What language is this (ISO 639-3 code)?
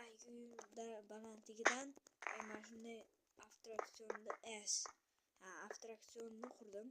uzb